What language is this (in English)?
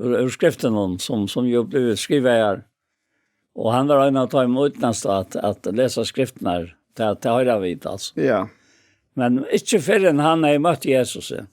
Faroese